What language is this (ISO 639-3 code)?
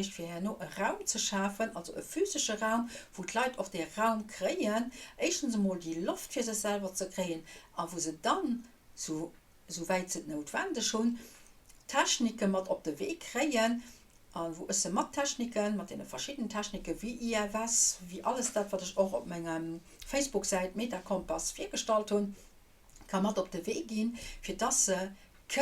ltz